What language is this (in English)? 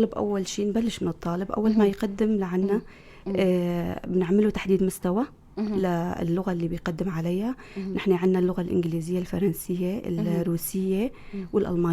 North Levantine Arabic